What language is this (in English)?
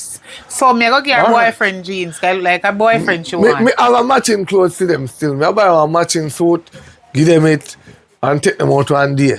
Jamaican Creole English